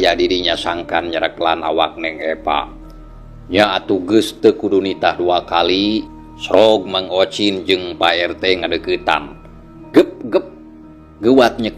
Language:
Sundanese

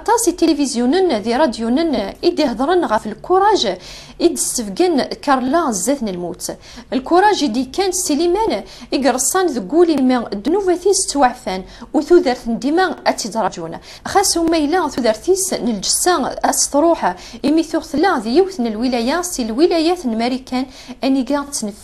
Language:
Kabyle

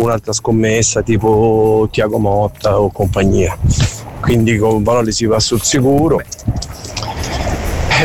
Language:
Italian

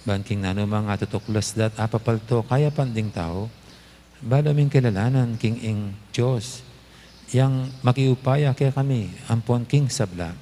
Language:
Pampanga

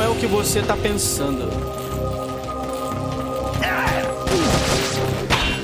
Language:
Portuguese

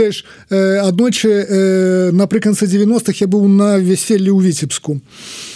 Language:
Belarusian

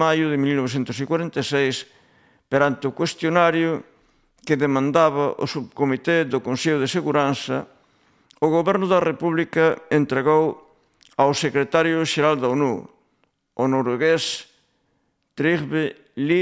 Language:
Galician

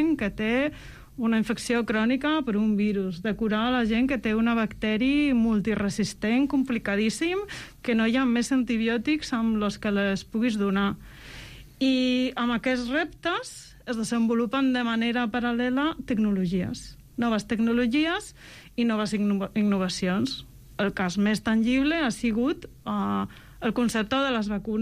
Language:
Catalan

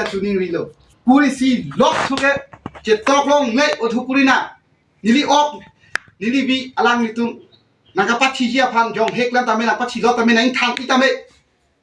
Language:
Karbi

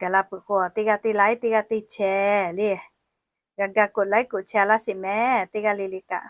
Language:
Lahu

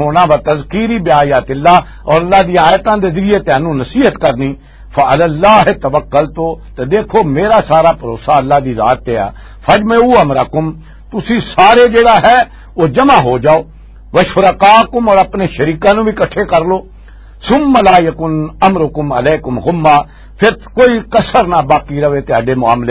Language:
Western Panjabi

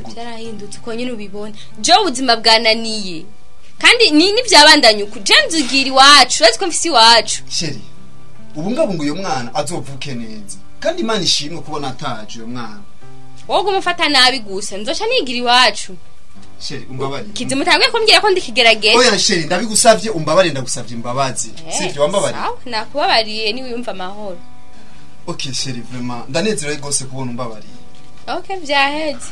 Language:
Rundi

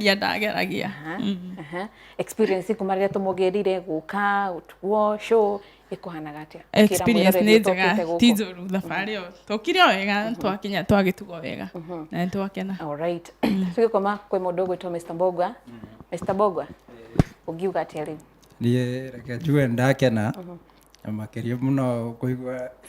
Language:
Kikuyu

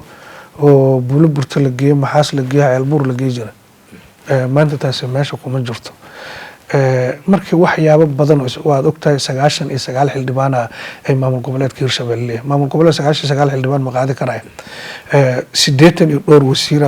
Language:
Somali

